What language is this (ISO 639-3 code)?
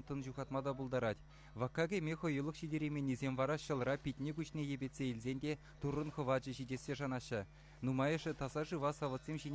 chv